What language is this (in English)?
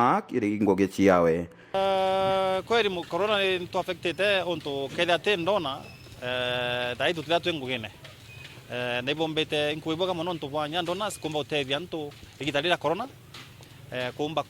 Meru